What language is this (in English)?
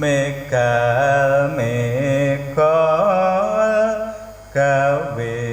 Javanese